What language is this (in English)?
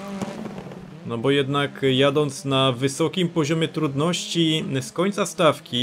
Polish